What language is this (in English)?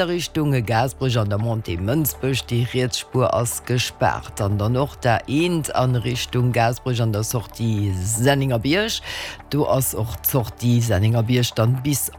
Luxembourgish